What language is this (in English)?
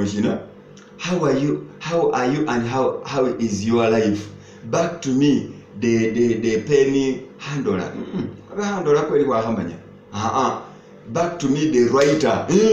Masaaba